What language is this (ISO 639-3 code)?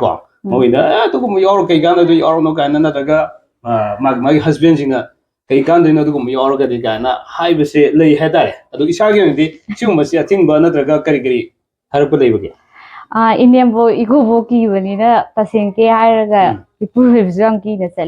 mni